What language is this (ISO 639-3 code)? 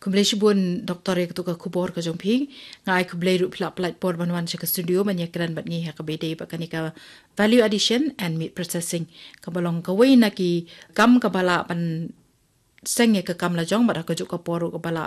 kha